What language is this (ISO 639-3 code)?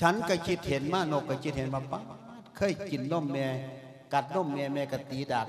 lao